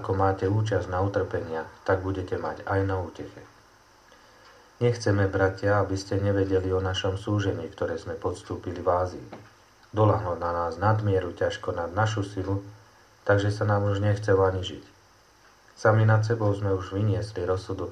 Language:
Slovak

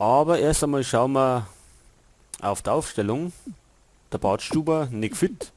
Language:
Bavarian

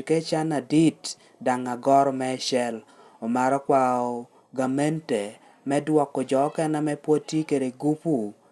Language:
Lango (Uganda)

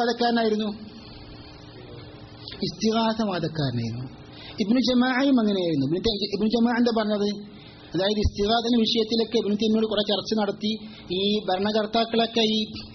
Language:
Malayalam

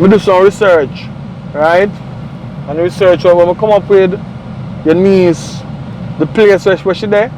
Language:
Jamaican Creole English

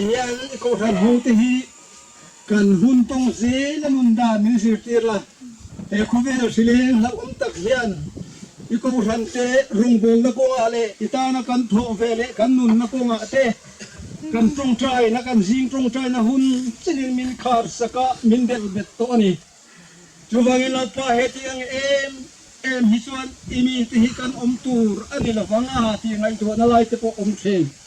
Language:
Mizo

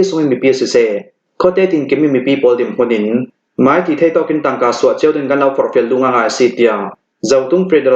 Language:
Hakha Chin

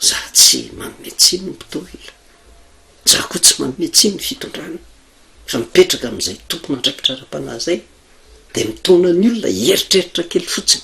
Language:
Malagasy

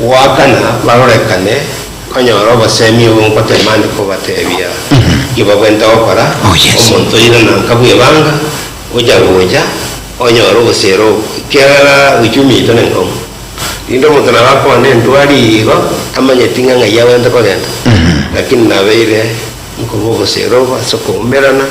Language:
Gusii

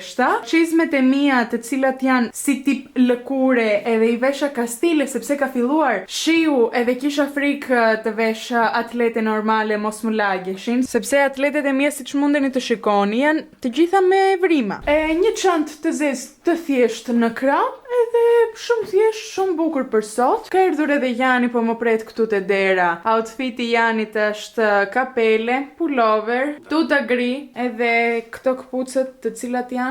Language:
Albanian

